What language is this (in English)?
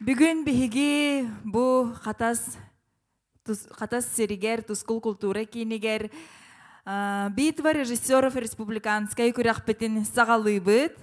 Yakut